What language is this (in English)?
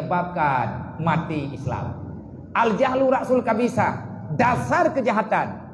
Achinese